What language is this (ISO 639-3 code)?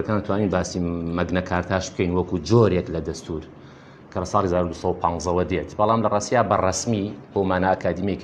ckb